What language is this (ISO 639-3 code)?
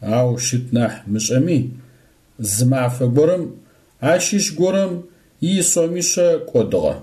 ady